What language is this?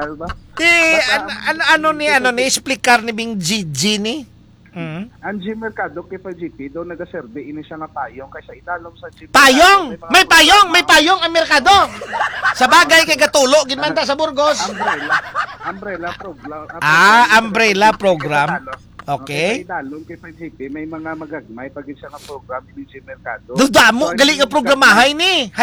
Hiligaynon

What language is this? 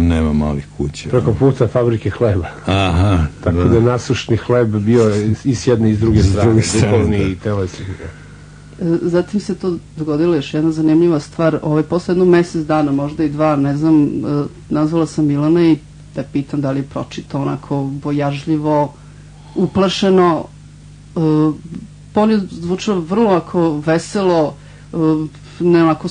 Serbian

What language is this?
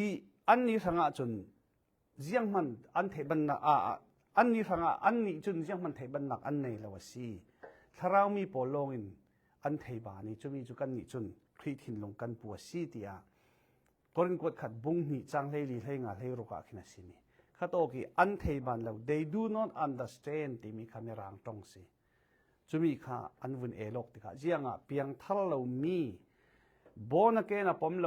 Falam Chin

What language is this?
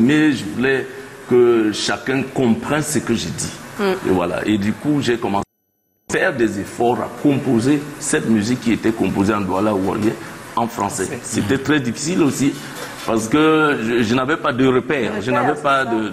French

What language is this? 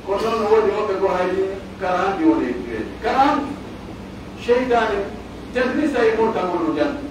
Pular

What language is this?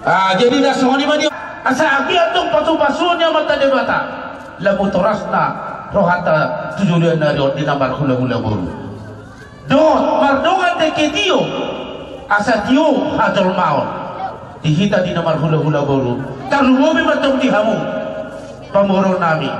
Batak Toba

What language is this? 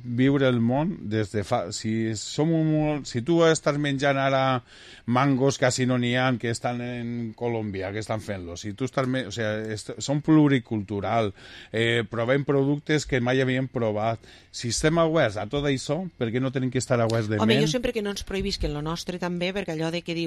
Catalan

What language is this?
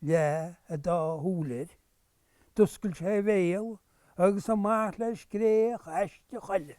Irish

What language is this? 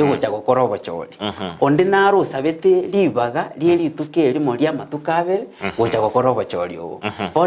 Gusii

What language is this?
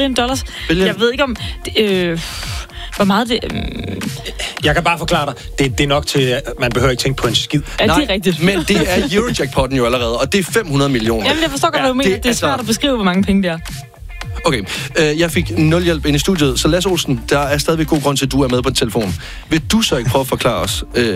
Danish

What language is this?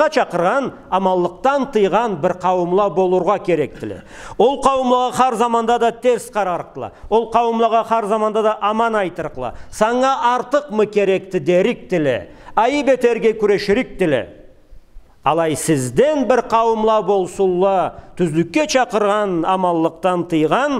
Karachay-Balkar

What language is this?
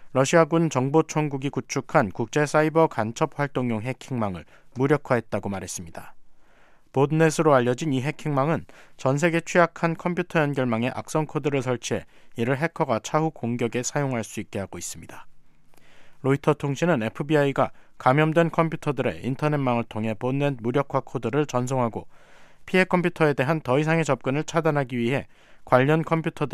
Korean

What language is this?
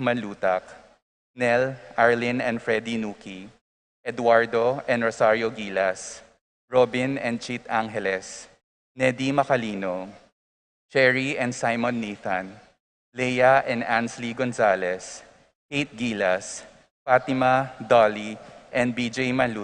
Pampanga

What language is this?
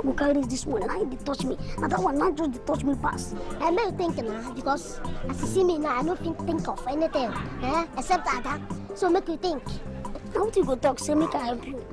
Nigerian Pidgin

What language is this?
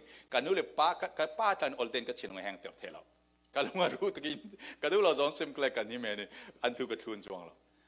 Falam Chin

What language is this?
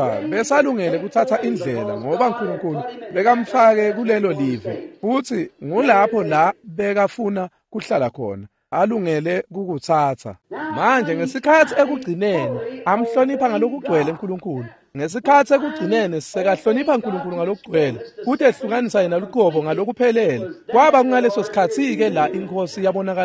Swati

